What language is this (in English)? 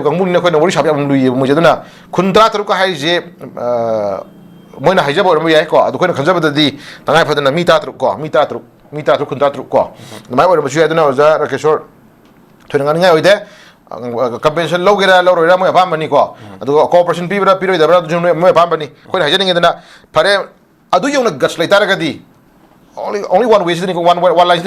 Manipuri